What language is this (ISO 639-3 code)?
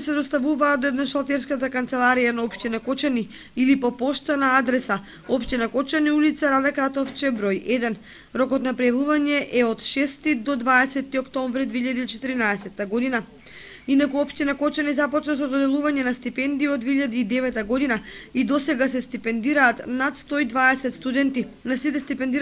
mkd